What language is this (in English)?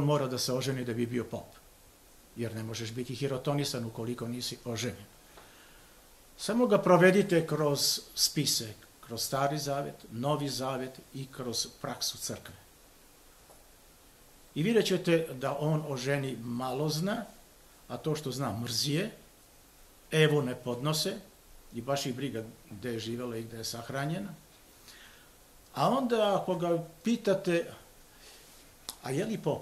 Serbian